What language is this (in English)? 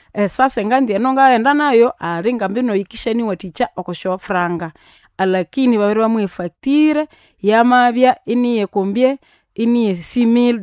Nande